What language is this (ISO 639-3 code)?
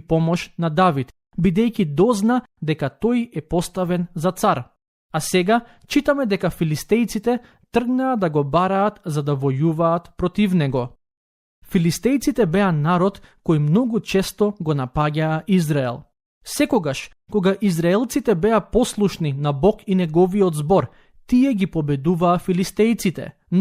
mkd